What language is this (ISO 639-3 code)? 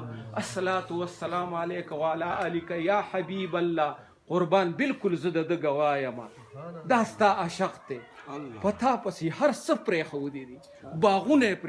pus